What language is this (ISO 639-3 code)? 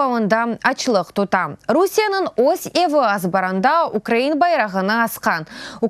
crh